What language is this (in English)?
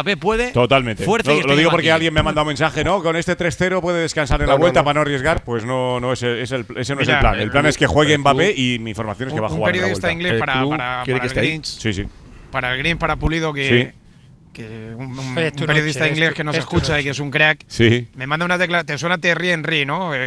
Spanish